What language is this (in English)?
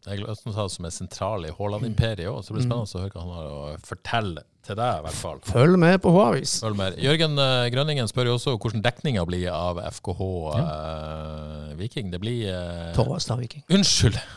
Norwegian